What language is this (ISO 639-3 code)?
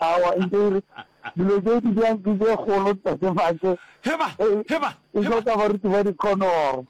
nso